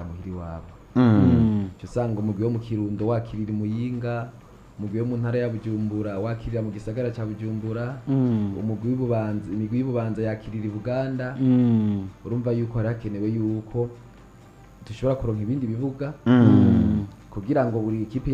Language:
Rundi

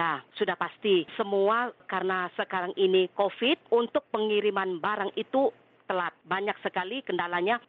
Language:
Indonesian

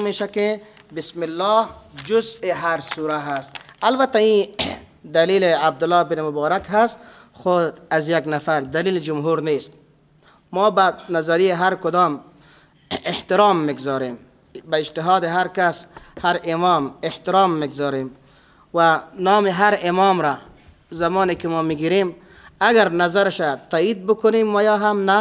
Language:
Persian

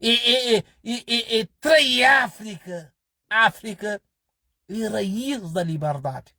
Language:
Kabuverdianu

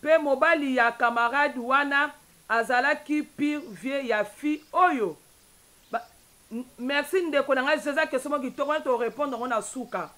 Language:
Lingala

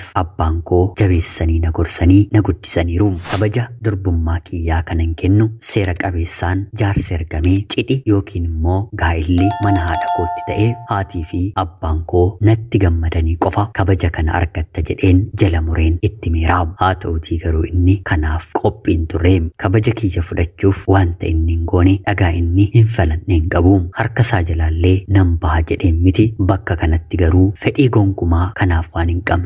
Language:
Oromo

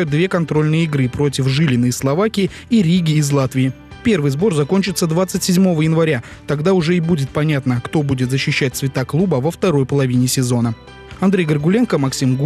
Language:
Russian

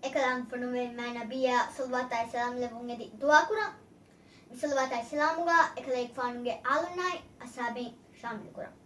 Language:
Divehi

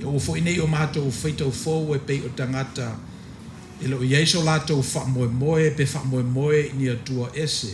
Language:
Samoan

